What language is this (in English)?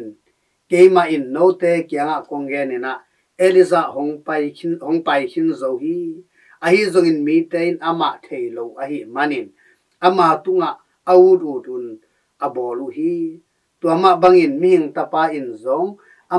Tedim Chin